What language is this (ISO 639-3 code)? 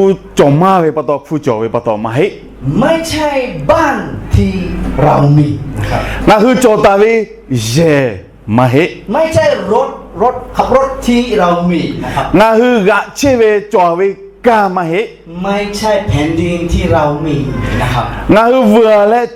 lhu